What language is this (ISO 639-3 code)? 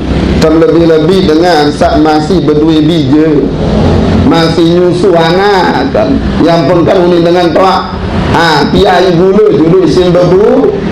sas